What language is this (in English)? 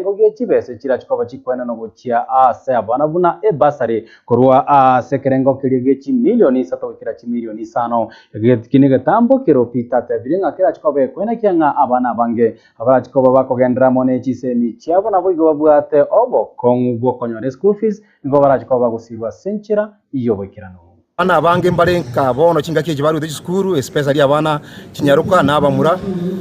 Gusii